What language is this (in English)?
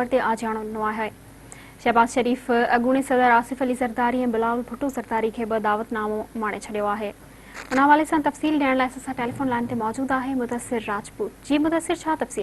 Sindhi